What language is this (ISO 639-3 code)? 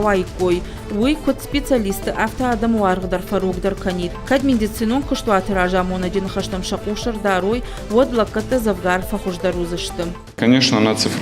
oss